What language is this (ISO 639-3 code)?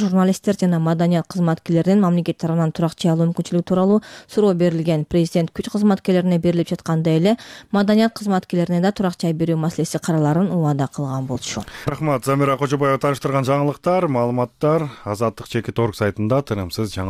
kir